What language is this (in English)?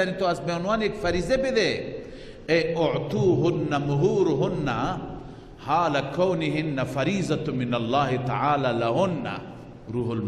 Persian